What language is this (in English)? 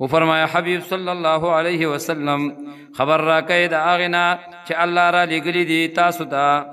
Pashto